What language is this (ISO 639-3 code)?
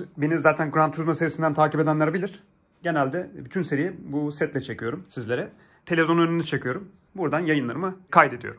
tur